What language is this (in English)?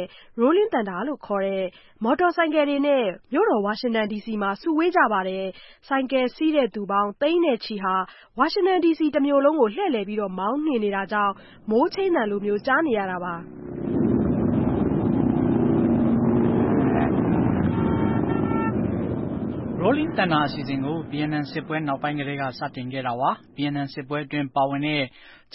Burmese